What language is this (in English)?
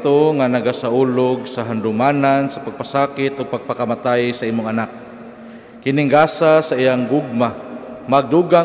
Cebuano